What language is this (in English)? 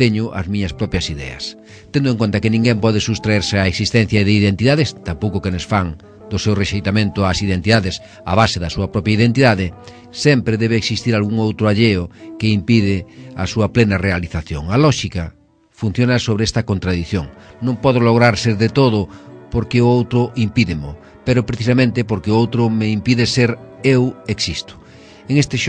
Galician